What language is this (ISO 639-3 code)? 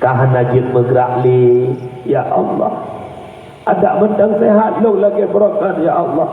ace